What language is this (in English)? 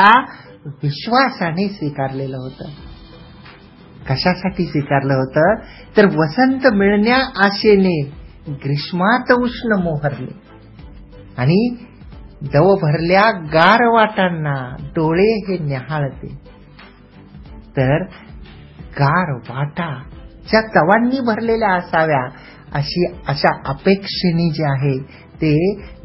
Marathi